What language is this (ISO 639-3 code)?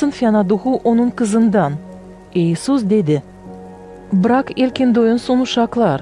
gag